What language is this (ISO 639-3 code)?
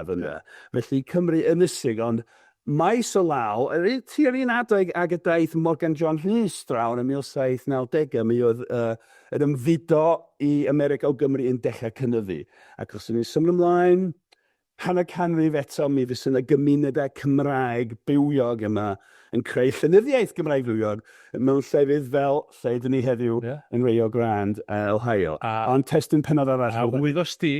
cym